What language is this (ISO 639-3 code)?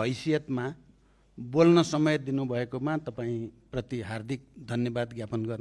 nep